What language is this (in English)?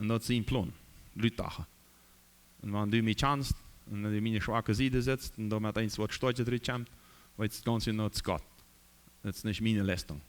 Plautdietsch